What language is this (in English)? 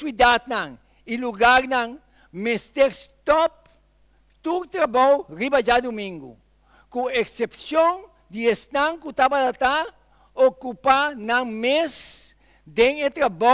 Papiamento